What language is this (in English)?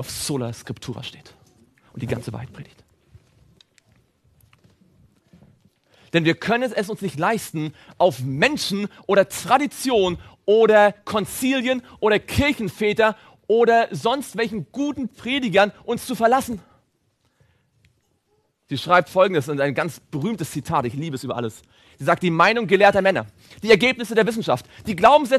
German